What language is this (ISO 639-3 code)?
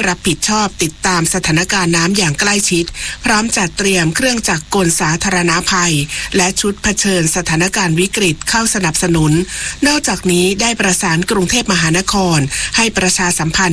tha